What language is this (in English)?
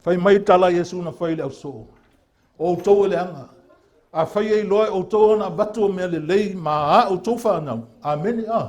Samoan